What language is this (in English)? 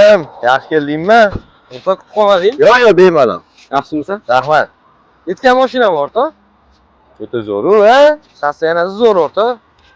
Uzbek